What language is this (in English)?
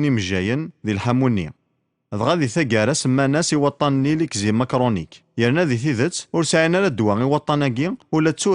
Kabyle